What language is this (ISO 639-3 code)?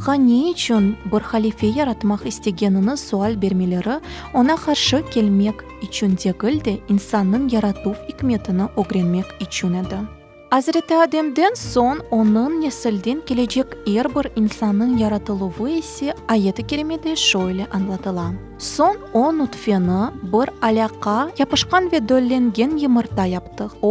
crh